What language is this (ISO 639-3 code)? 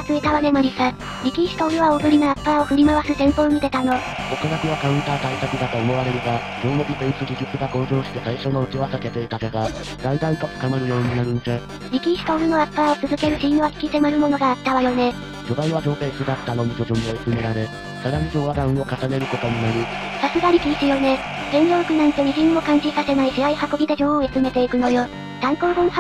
jpn